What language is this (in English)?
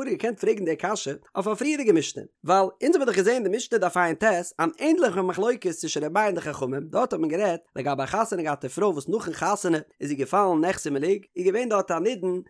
Yiddish